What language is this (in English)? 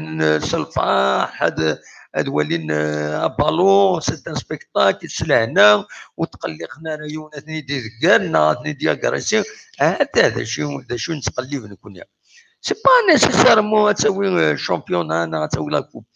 Kabyle